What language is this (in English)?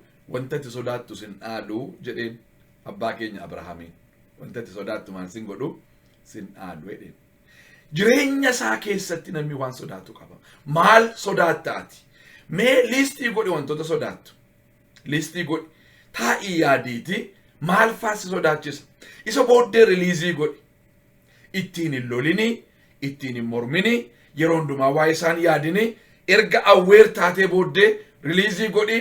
Oromo